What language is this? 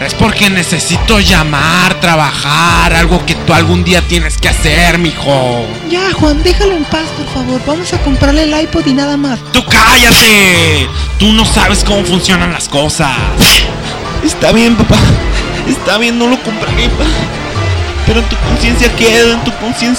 Spanish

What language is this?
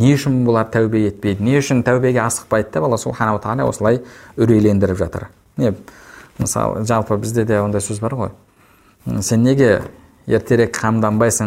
Kazakh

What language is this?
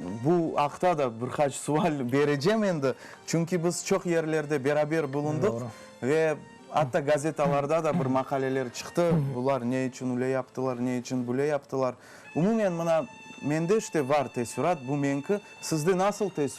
Crimean Tatar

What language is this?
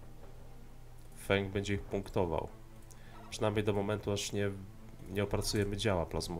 Polish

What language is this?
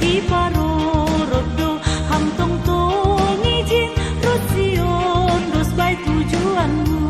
Batak Simalungun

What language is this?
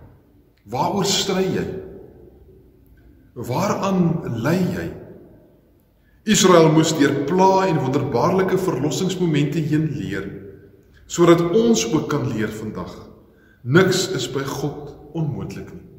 Afrikaans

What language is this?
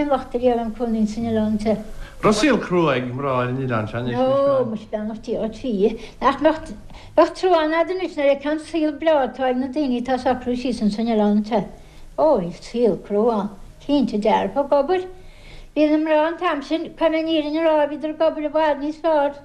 Irish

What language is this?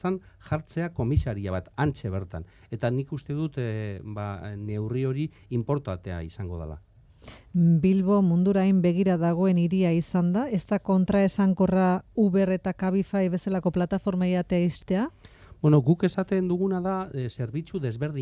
Basque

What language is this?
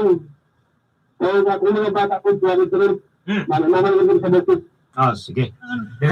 Cebuano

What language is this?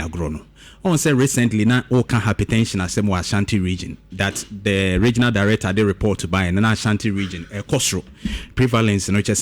Akan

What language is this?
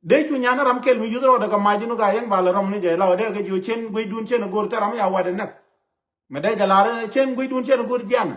Nuer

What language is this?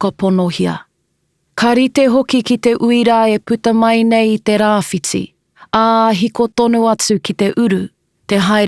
Māori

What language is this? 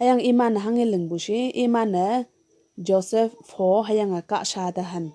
Konyak Naga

